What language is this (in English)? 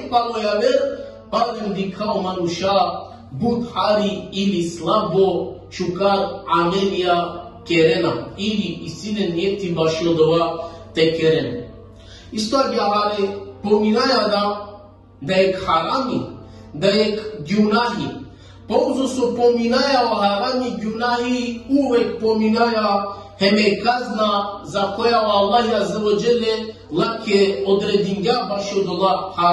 Balkan Romani